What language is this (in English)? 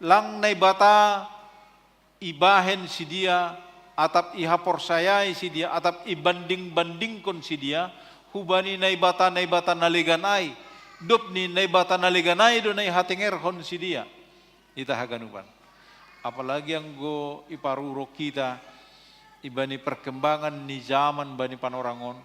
Batak Simalungun